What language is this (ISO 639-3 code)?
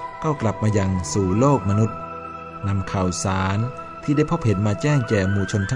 tha